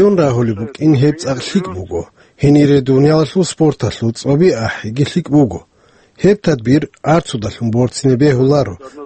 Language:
Avaric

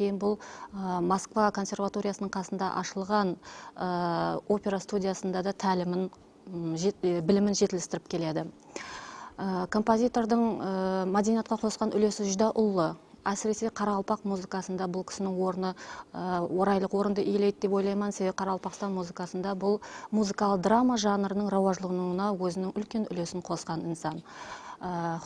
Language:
Kara-Kalpak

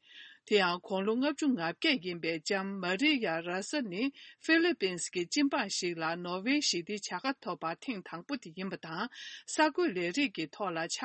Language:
Tibetan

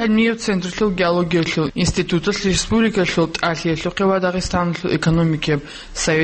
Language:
Avaric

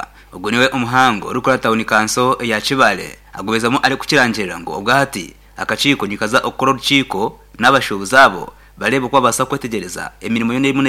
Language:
Nyankole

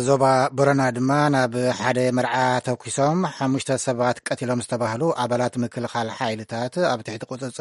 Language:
Tigrinya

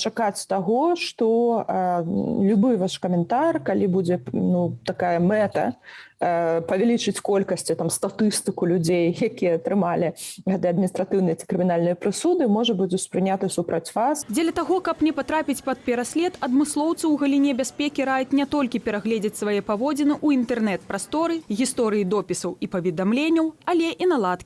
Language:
Belarusian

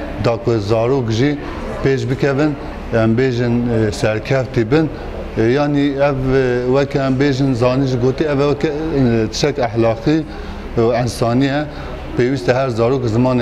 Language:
Kurdish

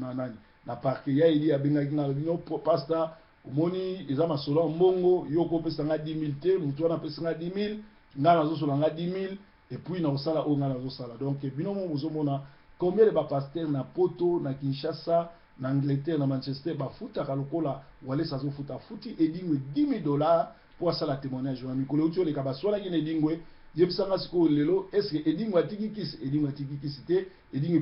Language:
Lingala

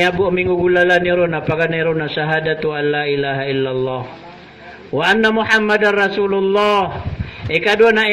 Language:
Maranao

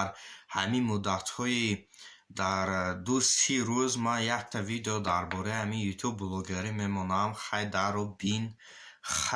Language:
Tajik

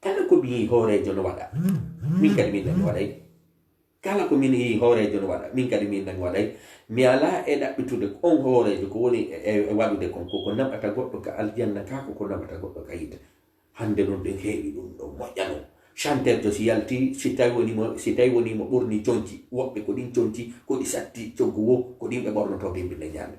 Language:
Fula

